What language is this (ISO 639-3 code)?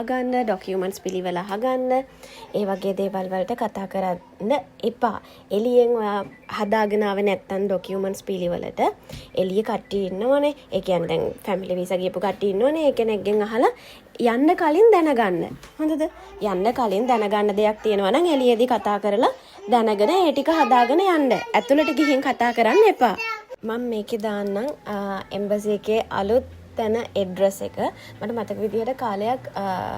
sin